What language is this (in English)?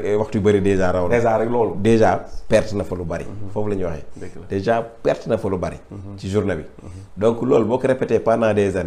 Wolof